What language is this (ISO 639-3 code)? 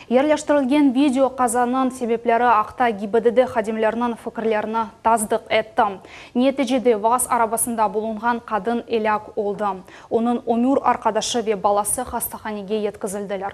crh